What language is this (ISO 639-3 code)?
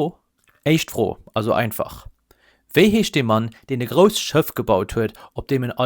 ltz